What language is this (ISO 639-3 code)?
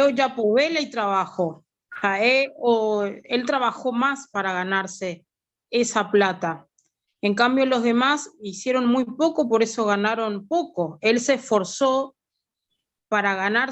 grn